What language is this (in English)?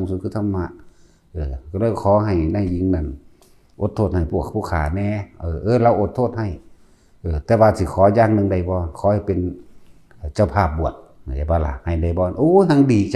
Northeastern Thai